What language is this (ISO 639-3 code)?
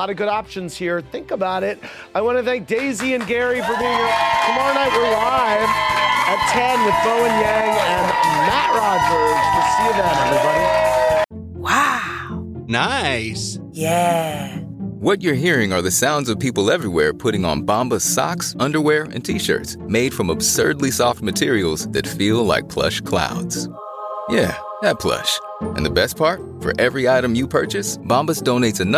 eng